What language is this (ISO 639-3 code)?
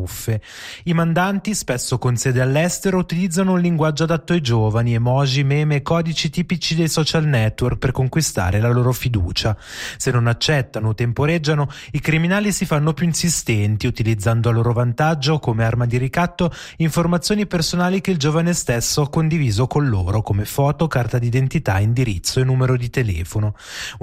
ita